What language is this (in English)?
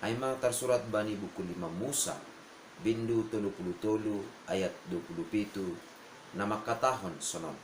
Batak Simalungun